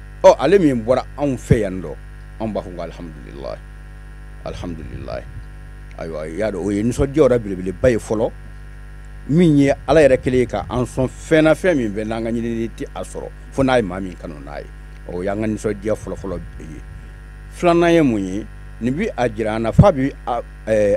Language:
Bambara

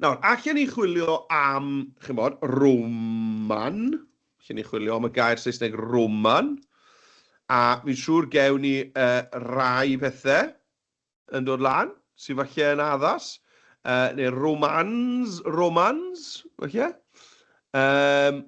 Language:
Welsh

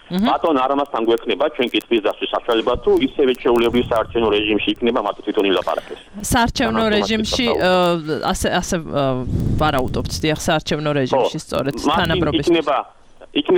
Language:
Georgian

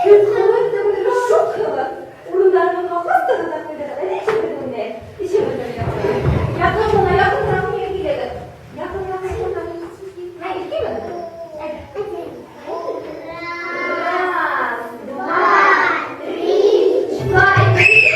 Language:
Bashkir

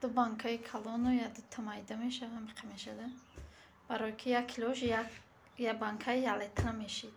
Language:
Tajik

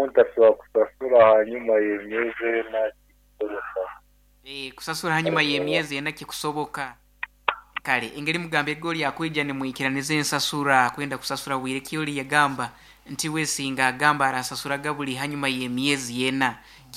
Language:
Nyoro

